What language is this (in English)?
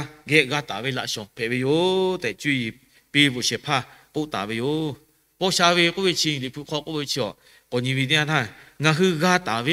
Lahu